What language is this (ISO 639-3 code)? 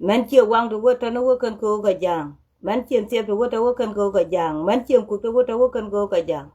nus